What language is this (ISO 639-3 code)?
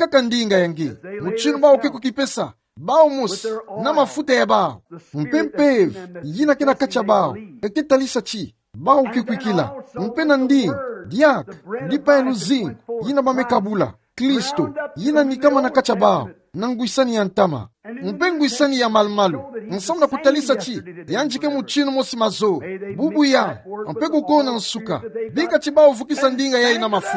ktu